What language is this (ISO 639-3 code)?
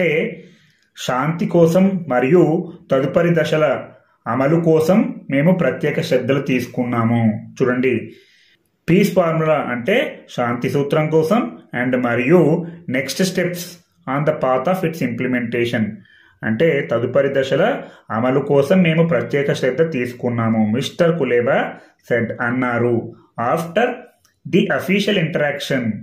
tel